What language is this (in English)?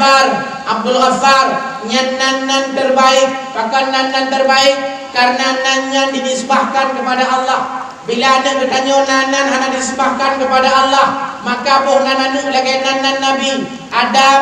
Achinese